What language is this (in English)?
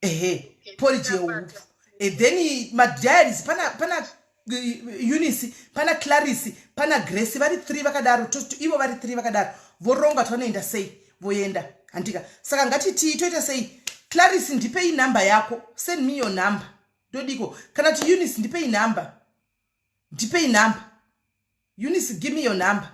Shona